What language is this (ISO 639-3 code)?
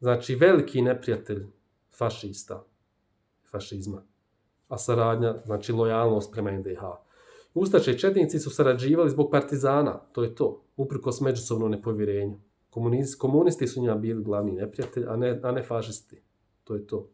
bos